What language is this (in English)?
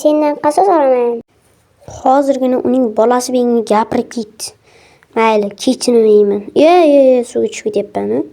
Uzbek